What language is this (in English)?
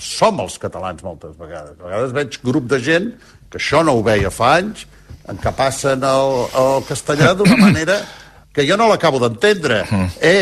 Catalan